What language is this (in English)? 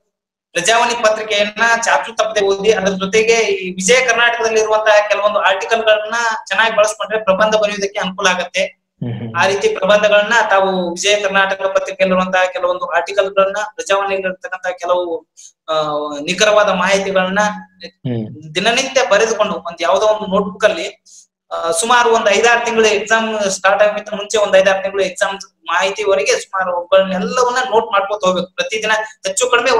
Kannada